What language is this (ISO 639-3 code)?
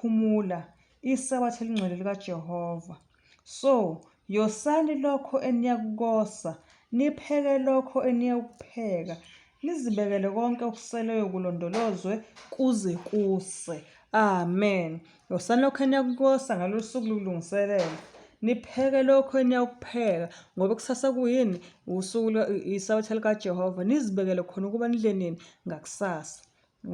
zul